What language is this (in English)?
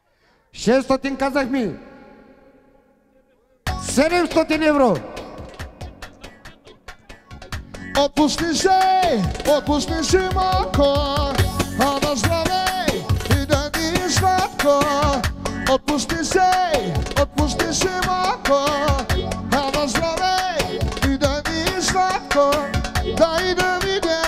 Bulgarian